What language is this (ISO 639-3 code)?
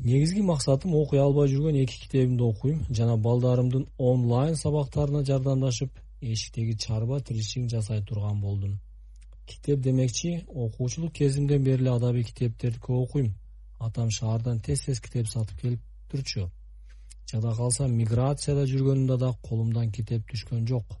kir